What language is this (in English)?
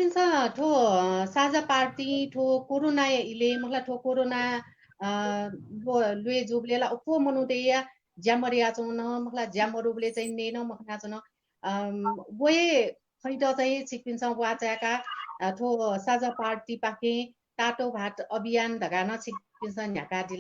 Newari